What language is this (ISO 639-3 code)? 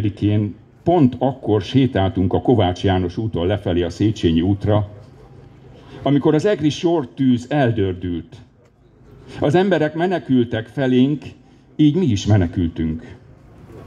hun